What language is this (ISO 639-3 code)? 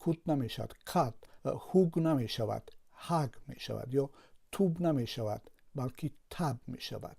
tgk